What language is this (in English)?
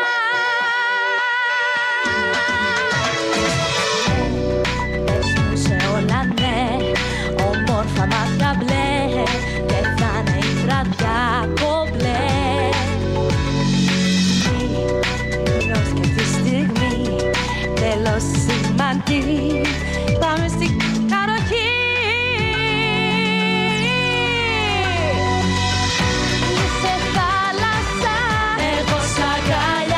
Greek